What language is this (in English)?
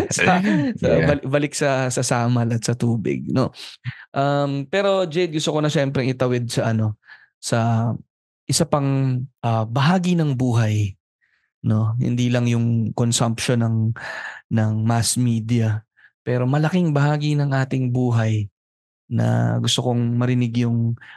Filipino